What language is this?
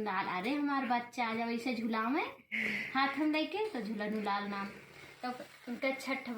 Awadhi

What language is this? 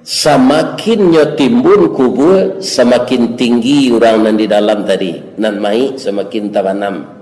Minangkabau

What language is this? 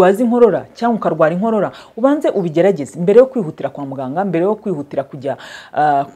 Kinyarwanda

